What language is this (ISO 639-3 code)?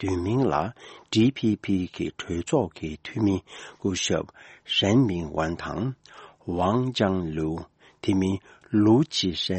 bod